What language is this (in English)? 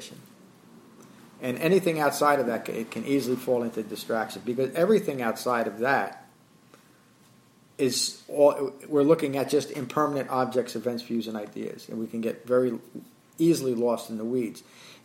English